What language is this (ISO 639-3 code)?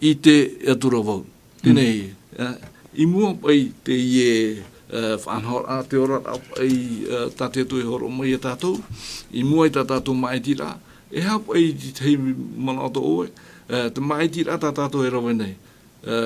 tah